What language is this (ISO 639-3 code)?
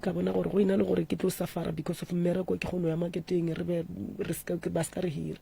nso